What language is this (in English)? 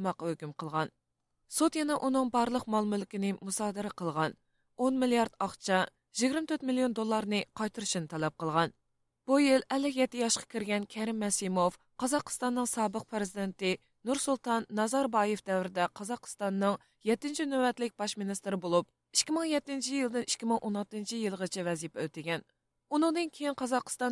Uyghur